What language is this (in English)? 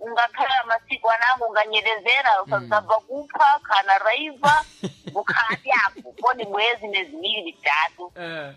Sena